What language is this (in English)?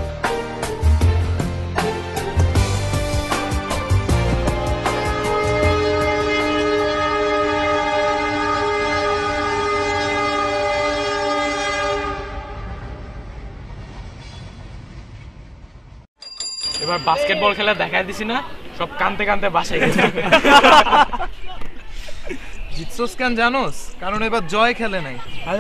Bangla